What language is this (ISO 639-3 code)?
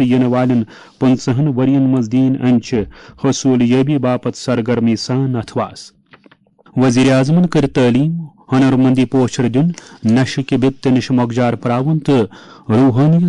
kas